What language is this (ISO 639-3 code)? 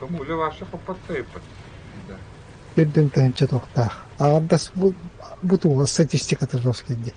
sah